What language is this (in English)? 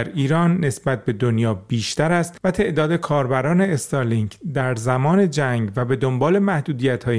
Persian